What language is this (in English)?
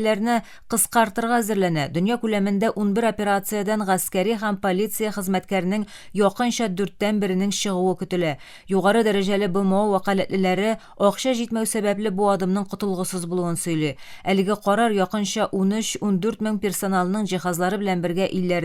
Tatar